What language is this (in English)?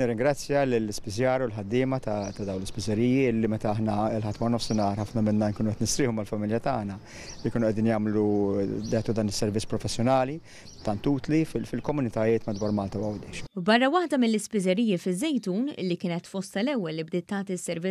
Maltese